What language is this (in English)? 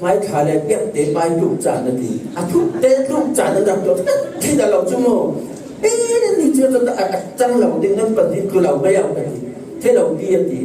Falam Chin